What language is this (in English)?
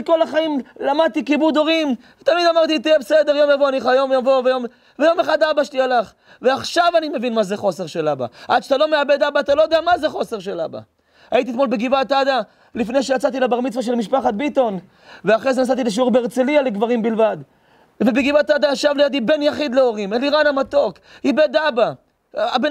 Hebrew